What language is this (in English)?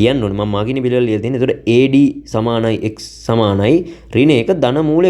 Sinhala